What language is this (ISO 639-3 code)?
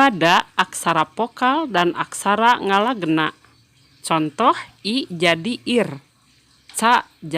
sun